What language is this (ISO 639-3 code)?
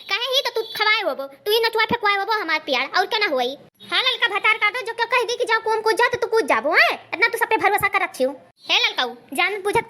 awa